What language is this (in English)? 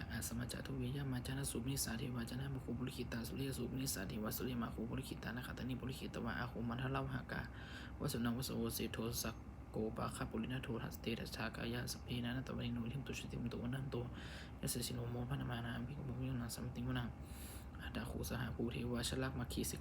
Pali